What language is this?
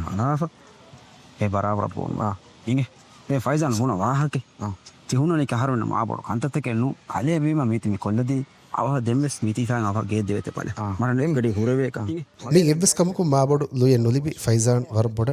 Divehi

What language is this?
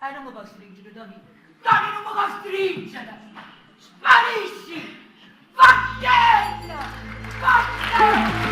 Neapolitan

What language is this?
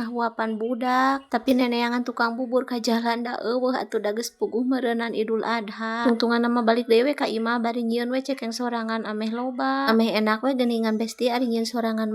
Sundanese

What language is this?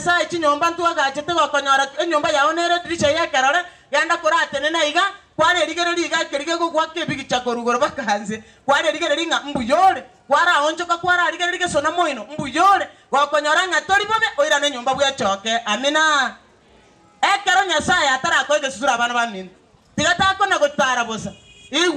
Gusii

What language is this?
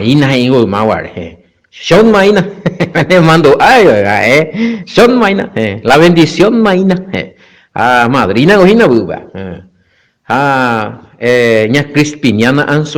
Guarani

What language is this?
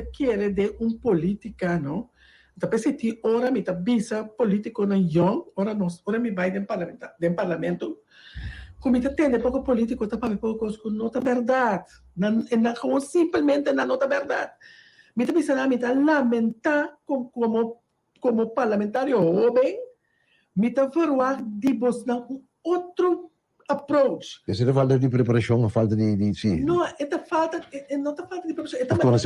Papiamento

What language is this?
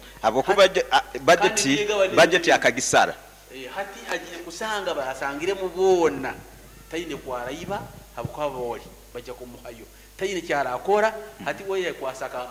Nyoro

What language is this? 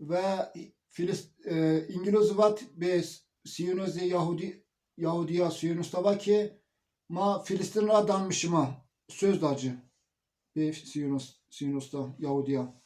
Zaza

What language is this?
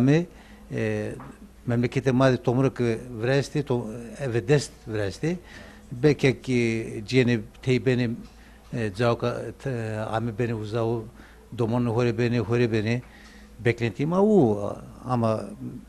Zaza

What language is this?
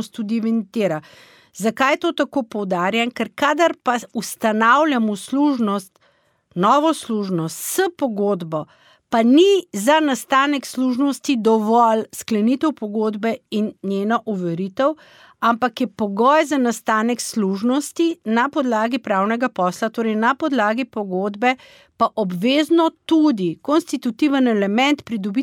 Slovenian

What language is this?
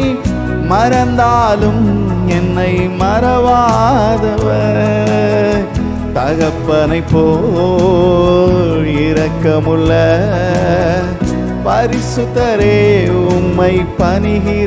Tamil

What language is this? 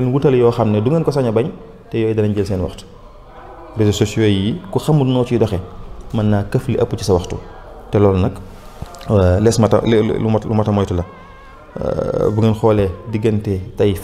Wolof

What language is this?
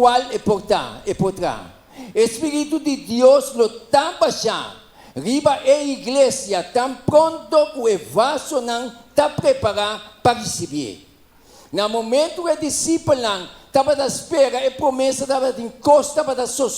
Papiamento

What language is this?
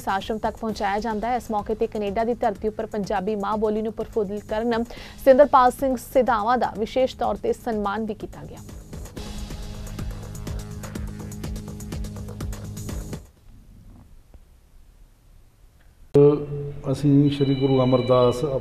Punjabi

